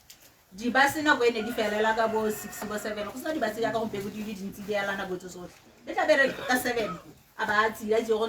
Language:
Tswana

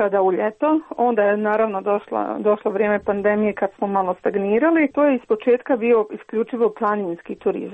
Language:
Croatian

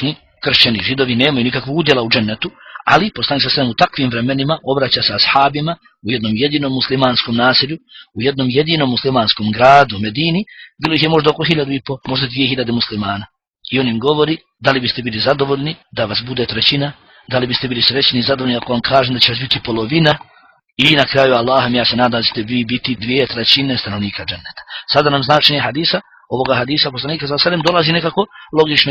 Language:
Bosnian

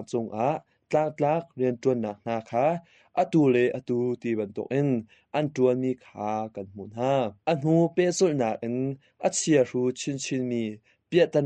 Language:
Hakha Chin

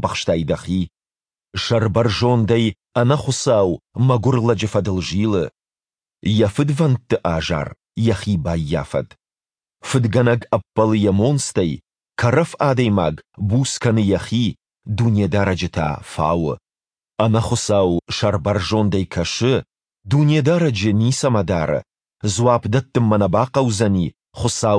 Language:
Ossetic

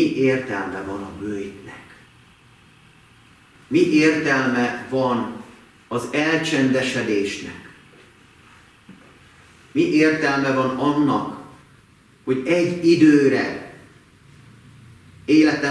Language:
Hungarian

